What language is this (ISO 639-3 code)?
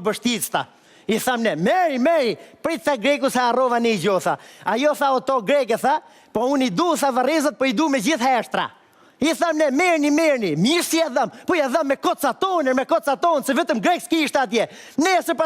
sqi